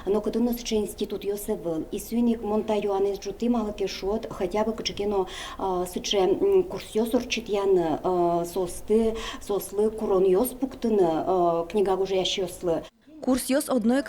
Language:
Udmurt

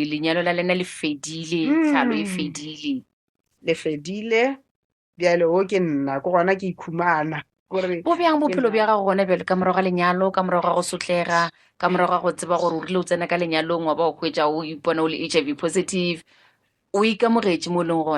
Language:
Northern Sotho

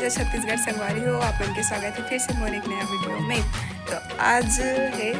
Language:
Chhattisgarhi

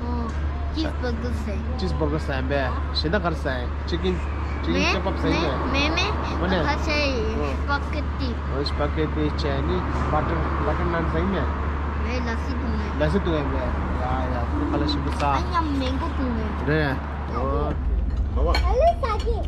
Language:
Tibetan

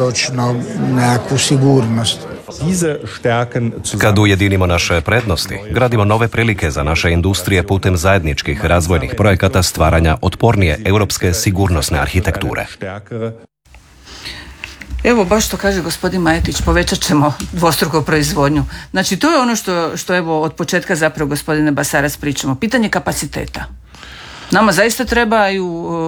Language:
Croatian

